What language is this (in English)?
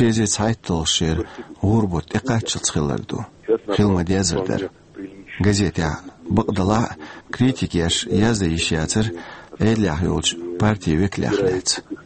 Chechen